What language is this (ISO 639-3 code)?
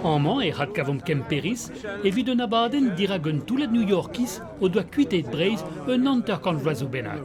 bre